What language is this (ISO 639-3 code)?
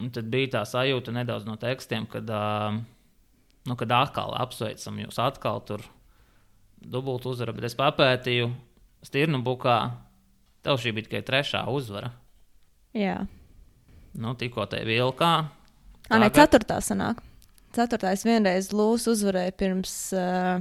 lav